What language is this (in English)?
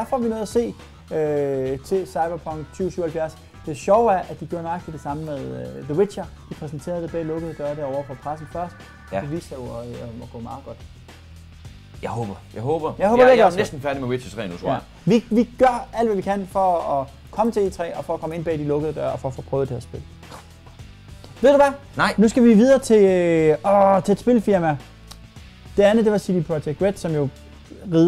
Danish